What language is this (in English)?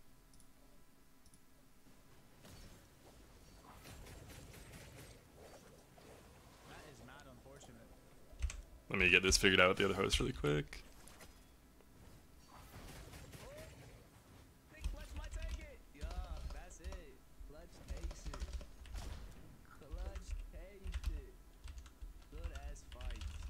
English